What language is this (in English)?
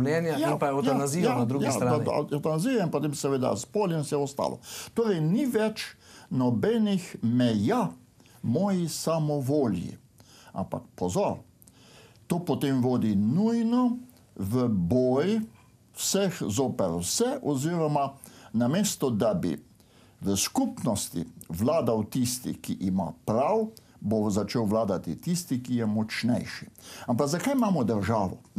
Slovenian